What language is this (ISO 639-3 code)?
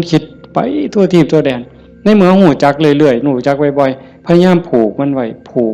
tts